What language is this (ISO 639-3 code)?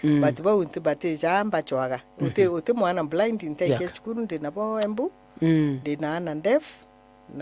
mer